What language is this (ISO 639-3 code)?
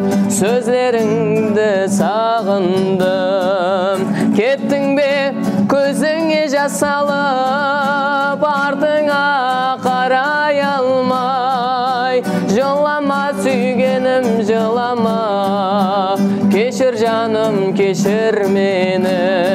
kaa